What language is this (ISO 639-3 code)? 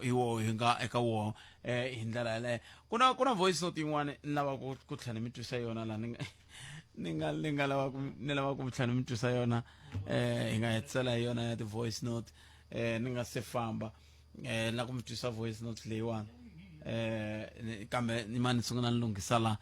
tso